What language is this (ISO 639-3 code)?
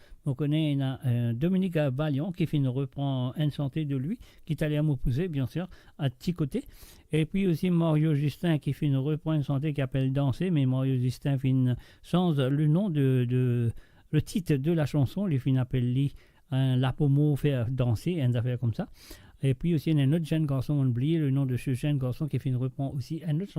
mfe